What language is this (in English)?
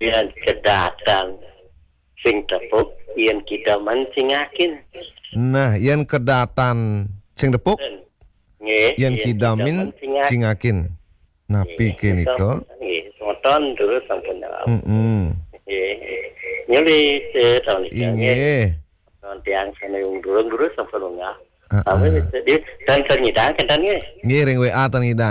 Balinese